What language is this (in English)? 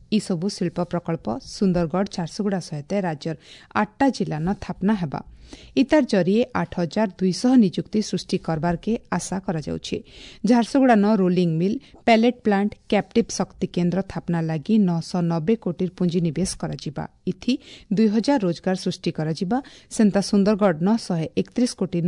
Odia